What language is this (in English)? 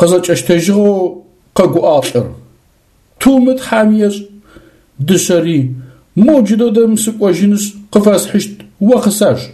Adyghe